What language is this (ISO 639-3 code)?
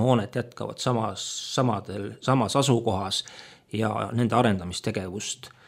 est